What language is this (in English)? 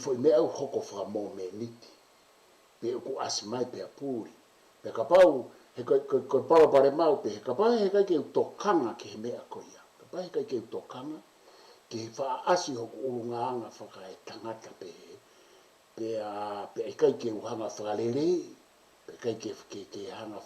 Tongan